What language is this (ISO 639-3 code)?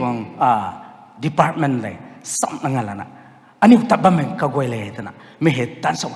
nbu